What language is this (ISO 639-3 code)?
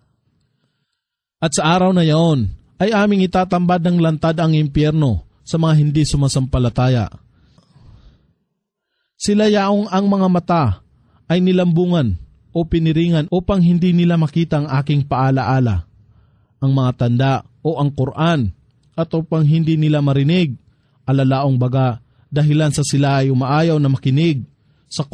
fil